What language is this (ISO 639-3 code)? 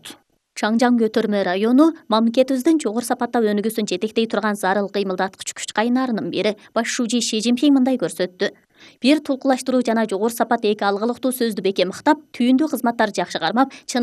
kir